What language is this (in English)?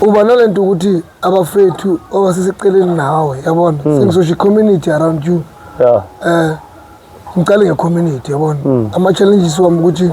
Zulu